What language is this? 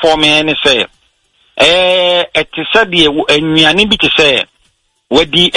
Akan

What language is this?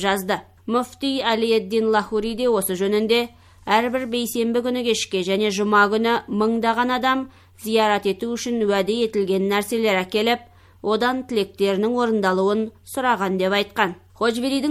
Kazakh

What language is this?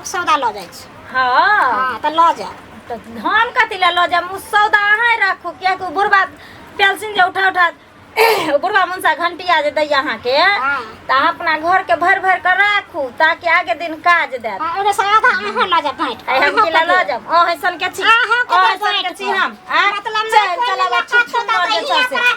Maithili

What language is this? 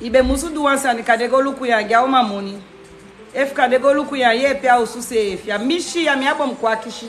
Sranan Tongo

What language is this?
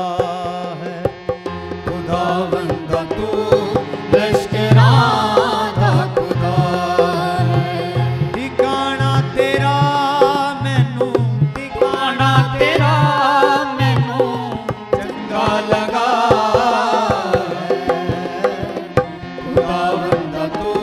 Punjabi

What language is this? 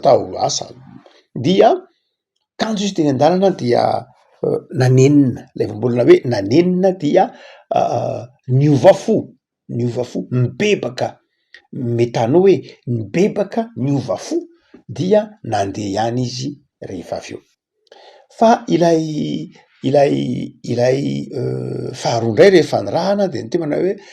Malagasy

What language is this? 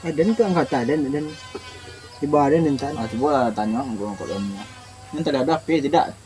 Minangkabau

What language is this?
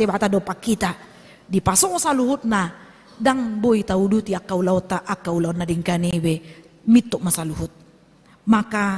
Batak Toba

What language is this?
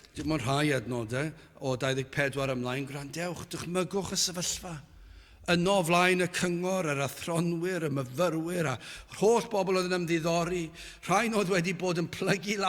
Welsh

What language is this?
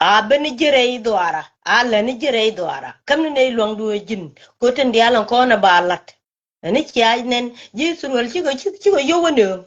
Nuer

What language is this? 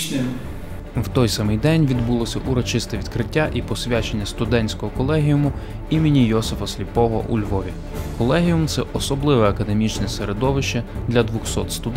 Ukrainian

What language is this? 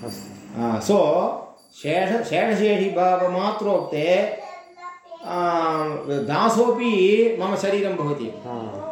Sanskrit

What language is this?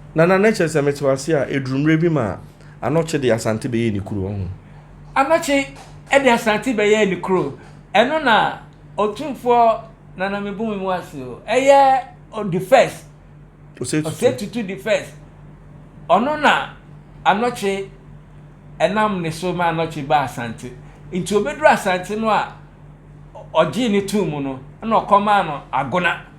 Akan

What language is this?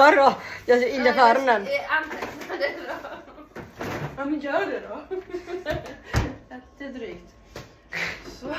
Swedish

